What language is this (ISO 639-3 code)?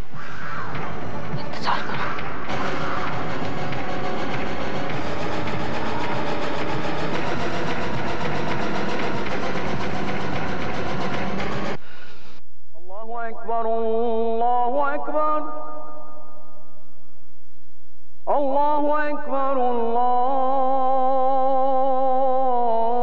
hin